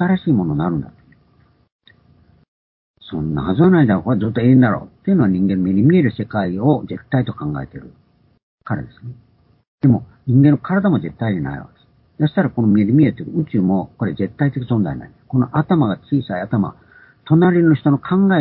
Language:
Japanese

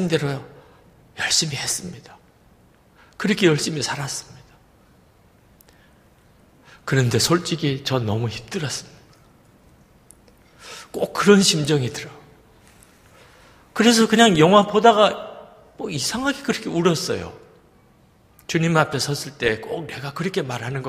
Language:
Korean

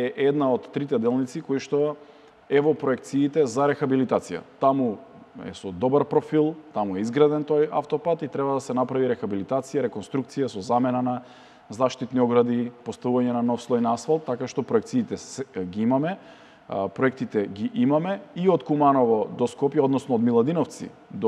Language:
Macedonian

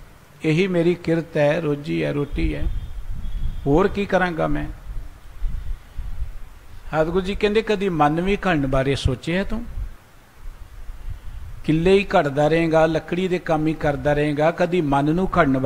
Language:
Punjabi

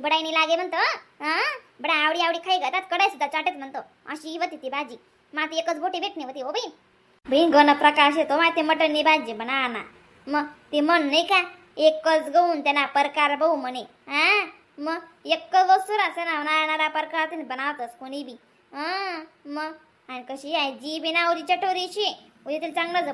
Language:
Khandesi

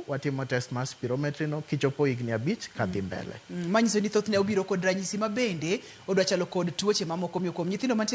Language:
Luo (Kenya and Tanzania)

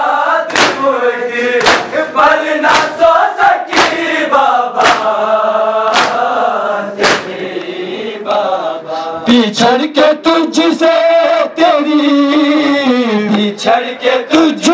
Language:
Urdu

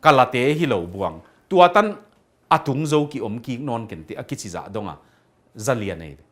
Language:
Tedim Chin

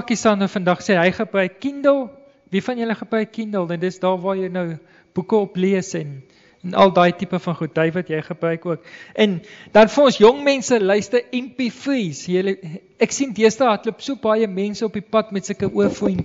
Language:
Afrikaans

